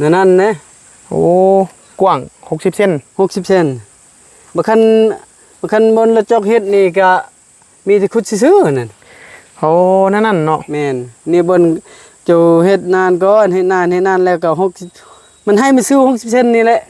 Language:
Northeastern Thai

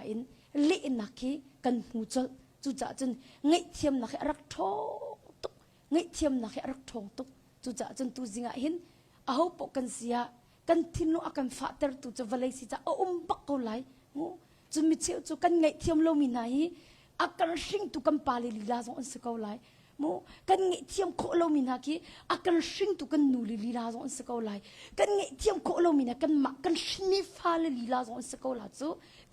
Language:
Hakha Chin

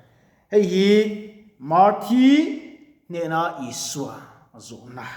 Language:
Mizo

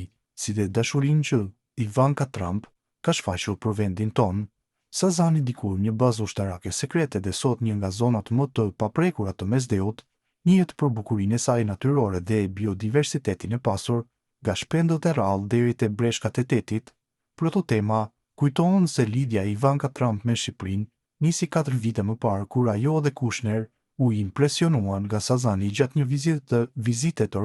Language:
Albanian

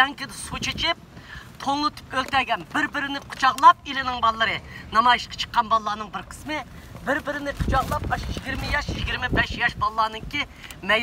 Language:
Uyghur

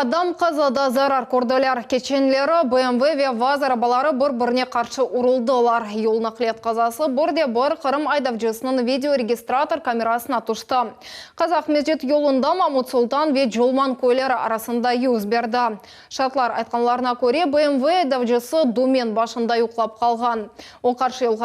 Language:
Crimean Tatar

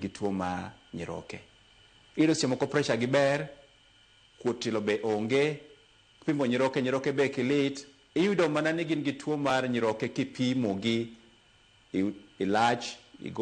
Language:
Luo (Kenya and Tanzania)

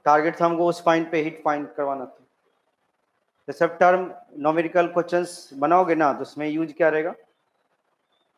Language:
Hindi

